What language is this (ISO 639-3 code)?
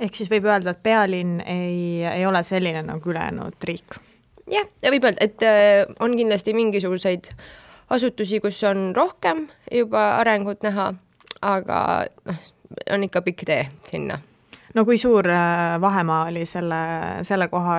est